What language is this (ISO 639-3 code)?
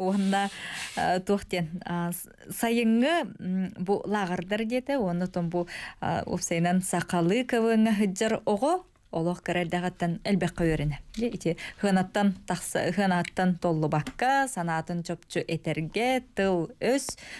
sah